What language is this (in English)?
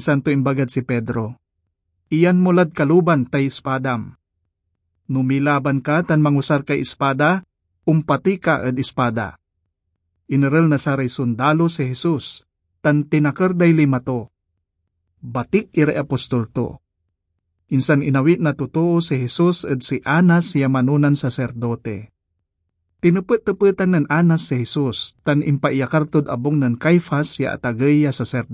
Pangasinan